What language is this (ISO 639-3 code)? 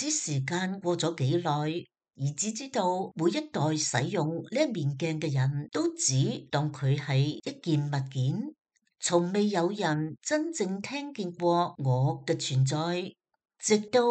yue